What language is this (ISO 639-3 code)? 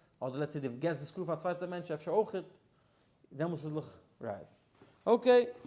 yid